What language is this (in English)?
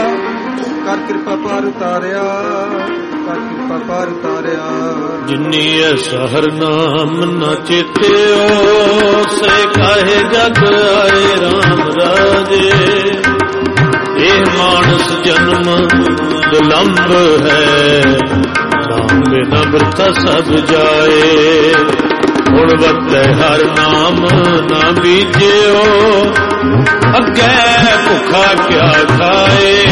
Punjabi